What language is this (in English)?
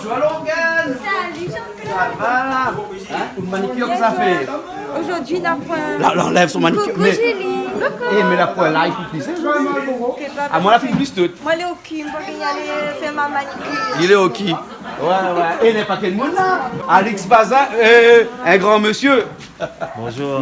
Réunion Creole French